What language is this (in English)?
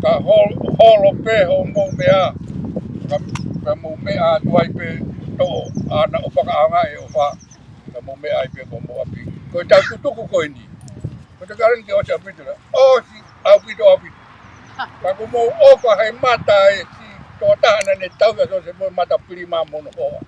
Tongan